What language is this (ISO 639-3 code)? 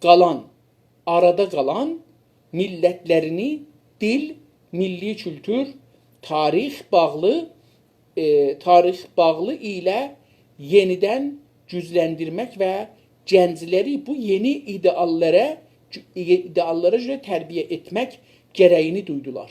azb